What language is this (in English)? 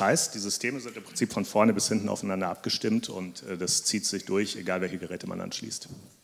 German